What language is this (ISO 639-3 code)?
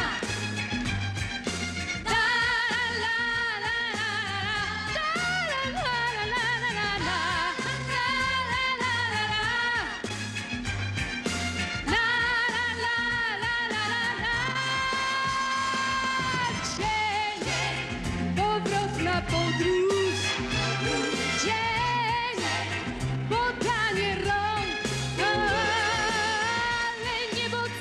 pol